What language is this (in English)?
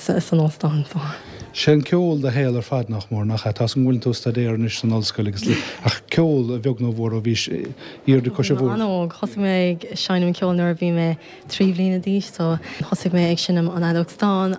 Irish